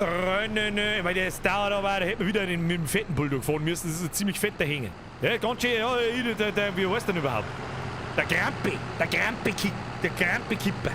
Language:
Bavarian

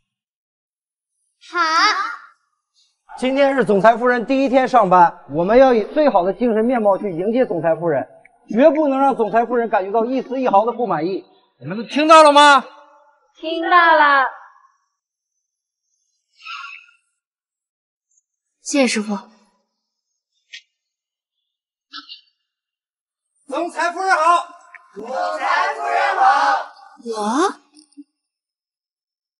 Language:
Chinese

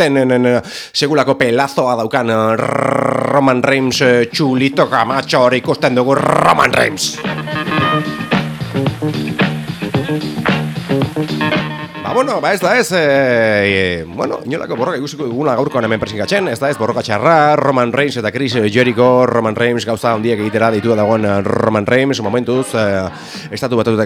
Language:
Basque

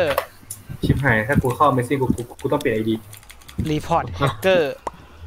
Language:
Thai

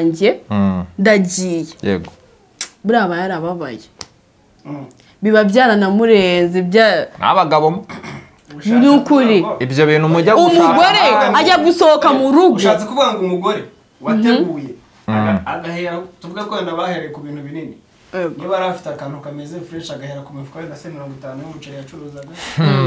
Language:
Kinyarwanda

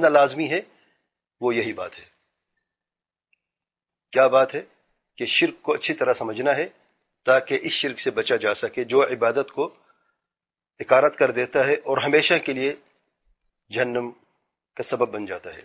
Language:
Urdu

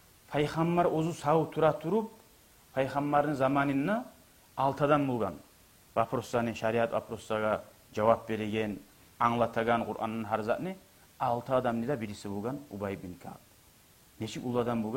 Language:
Kumyk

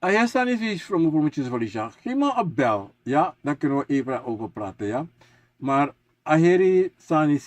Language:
Sranan Tongo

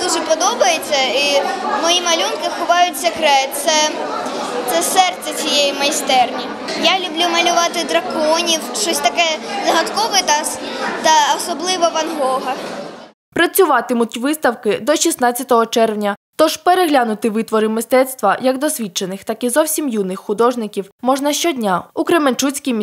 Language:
Ukrainian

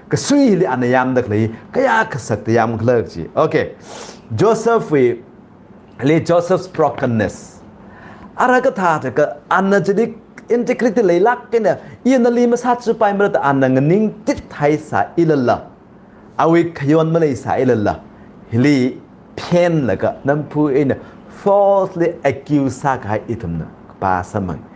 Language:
Tangkhul Naga (India)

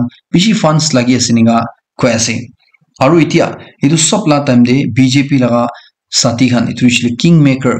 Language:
Naga Pidgin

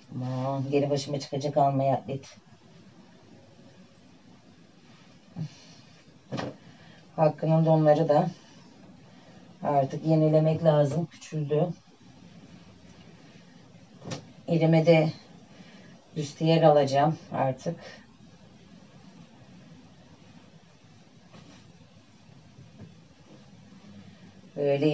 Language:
Turkish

